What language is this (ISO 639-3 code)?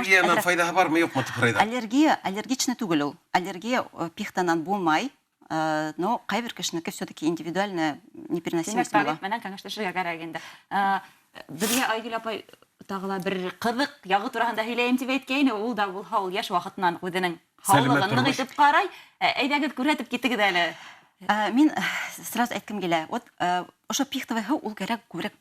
bak